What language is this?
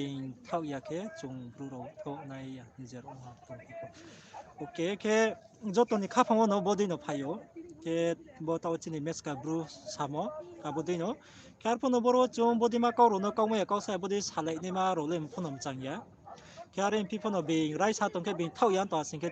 Riang (India)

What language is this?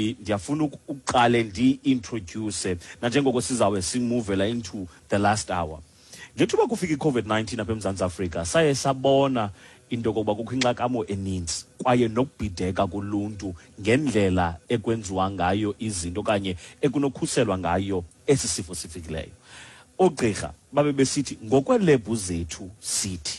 Xhosa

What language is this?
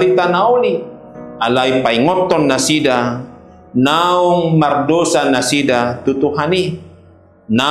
Batak Toba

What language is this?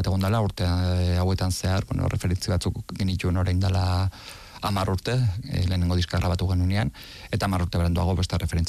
Basque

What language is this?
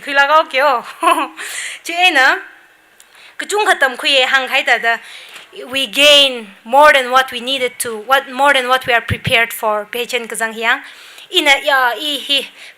Tangkhul Naga (India)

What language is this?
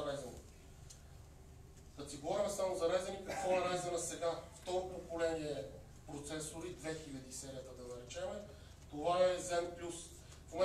Bulgarian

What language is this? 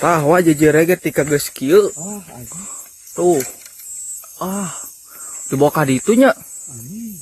Sundanese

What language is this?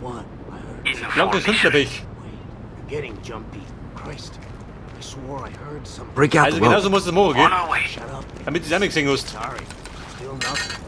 Bavarian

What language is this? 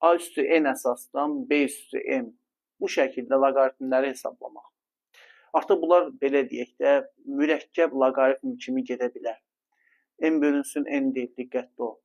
Azerbaijani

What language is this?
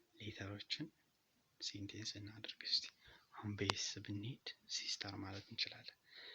Amharic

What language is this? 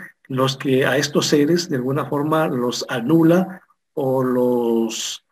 Spanish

